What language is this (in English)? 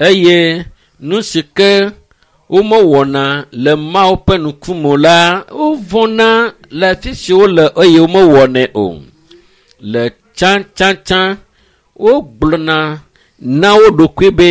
Ewe